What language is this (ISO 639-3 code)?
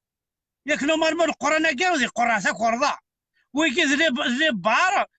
kab